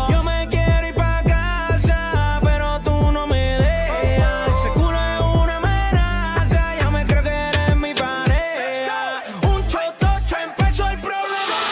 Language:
Spanish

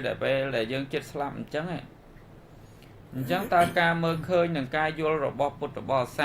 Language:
Khmer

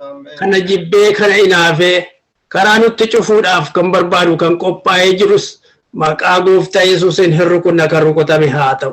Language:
Oromo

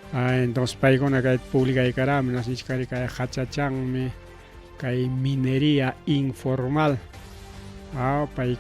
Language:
Ayacucho Quechua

